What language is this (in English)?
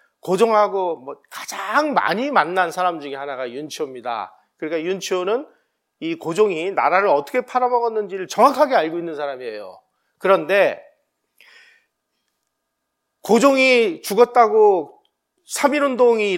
Korean